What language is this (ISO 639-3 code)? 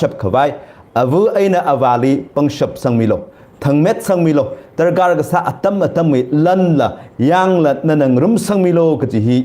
nmf